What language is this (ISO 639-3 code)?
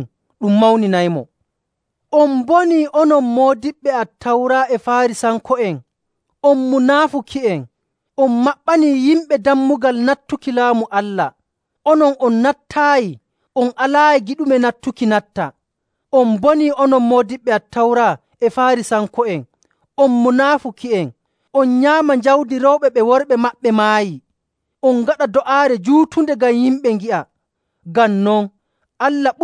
fuv